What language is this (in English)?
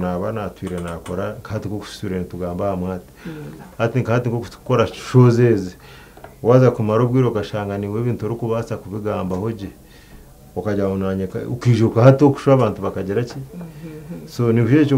Nyankole